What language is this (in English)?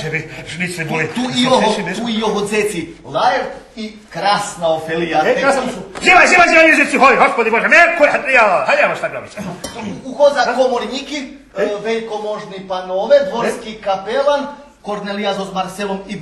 Rusyn